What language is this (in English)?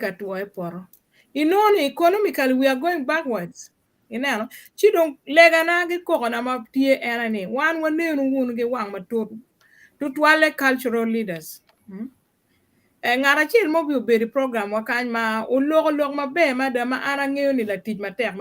Acoli